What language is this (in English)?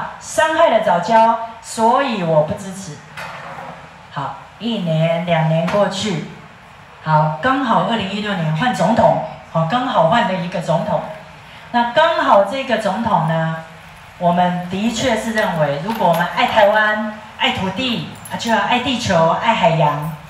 Chinese